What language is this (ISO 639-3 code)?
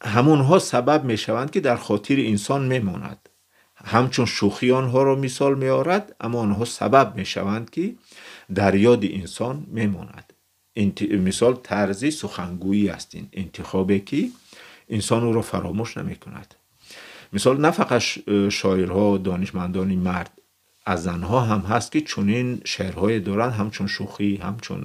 tgk